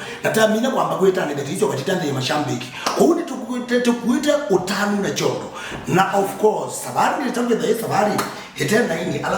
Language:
Kamba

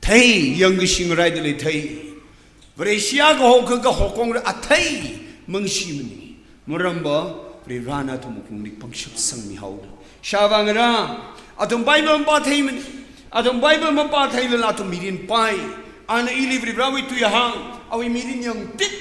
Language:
Tangkhul Naga (India)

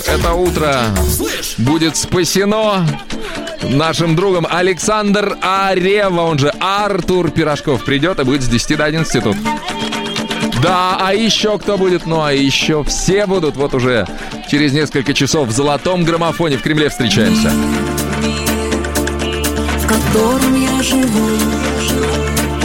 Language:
Russian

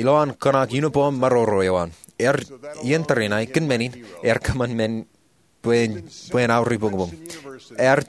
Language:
Marshallese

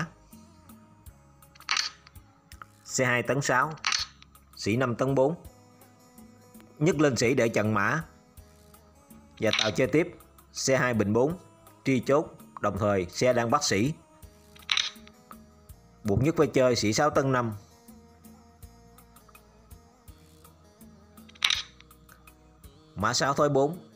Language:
Vietnamese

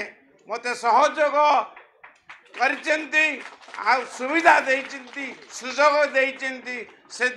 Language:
Odia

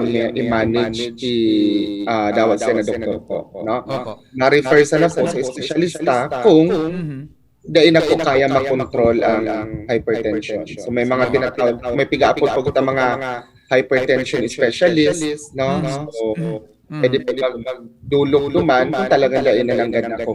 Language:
Bikol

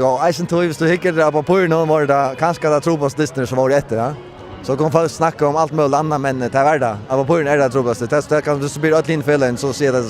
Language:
Faroese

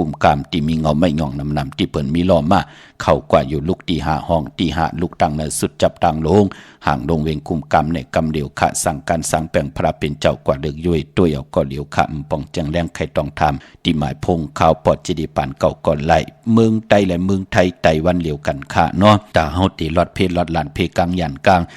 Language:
Shan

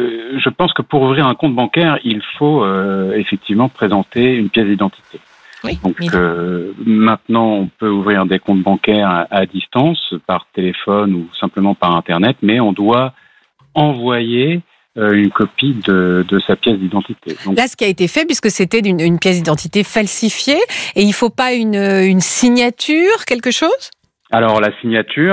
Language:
French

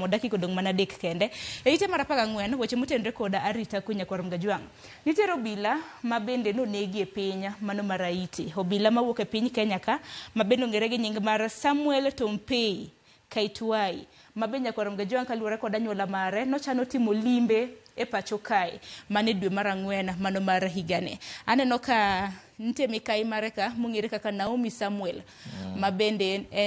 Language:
Luo (Kenya and Tanzania)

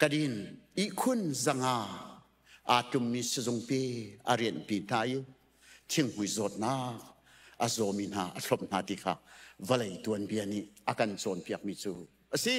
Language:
Hakha Chin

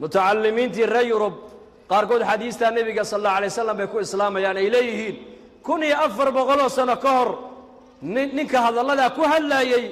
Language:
Somali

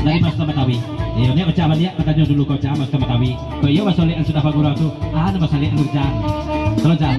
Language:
Minangkabau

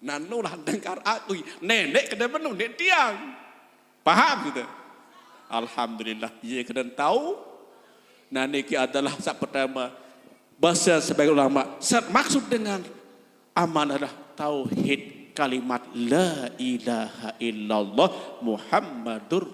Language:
Sasak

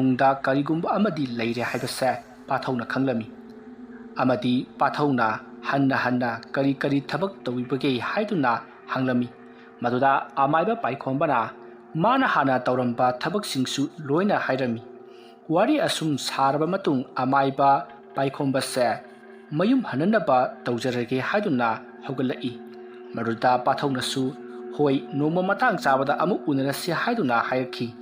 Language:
Manipuri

